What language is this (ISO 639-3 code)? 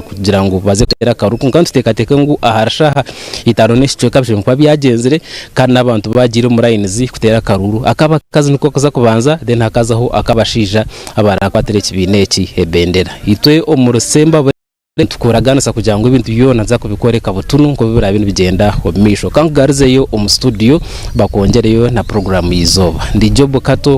nyn